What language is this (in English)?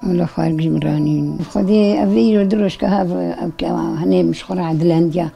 Kurdish